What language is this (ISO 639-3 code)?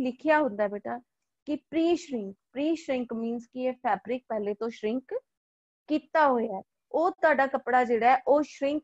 pan